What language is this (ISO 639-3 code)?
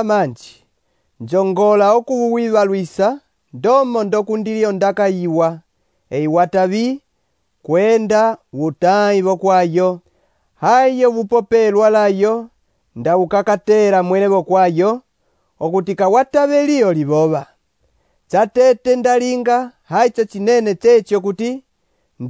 umb